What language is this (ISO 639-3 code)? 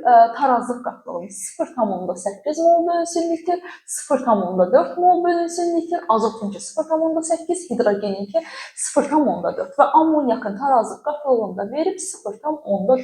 aze